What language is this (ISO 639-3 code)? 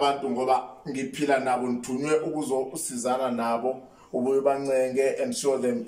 zul